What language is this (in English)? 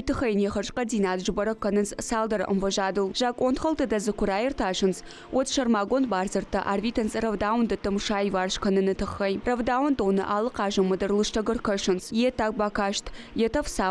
Ossetic